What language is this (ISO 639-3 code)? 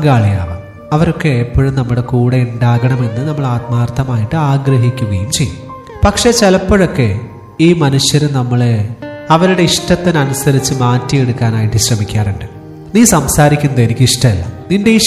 mal